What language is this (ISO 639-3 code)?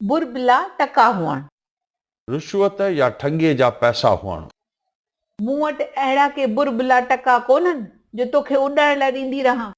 snd